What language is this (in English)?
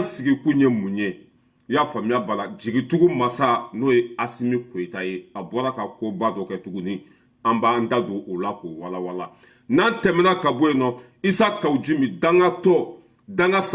Bambara